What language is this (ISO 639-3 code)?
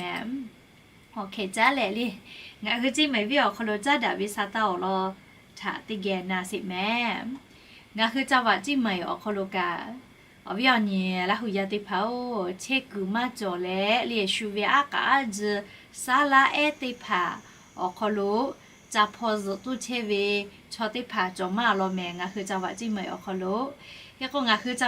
lhu